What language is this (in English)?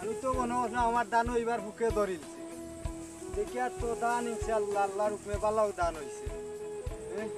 Sylheti